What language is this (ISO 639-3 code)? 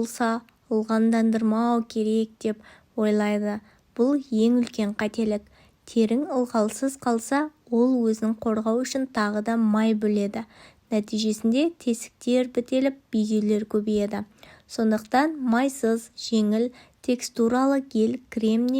kaz